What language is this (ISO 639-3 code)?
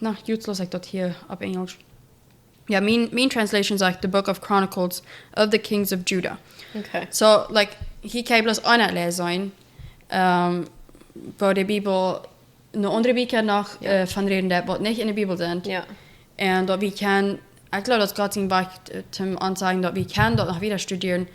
pdt